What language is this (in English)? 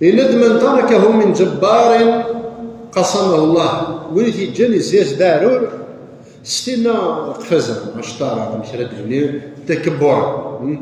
Kabyle